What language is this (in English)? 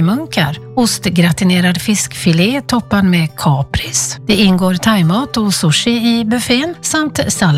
Swedish